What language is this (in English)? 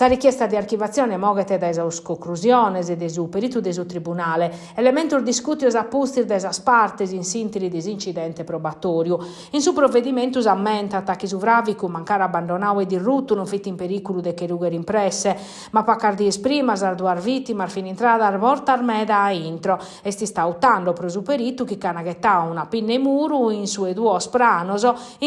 Sardinian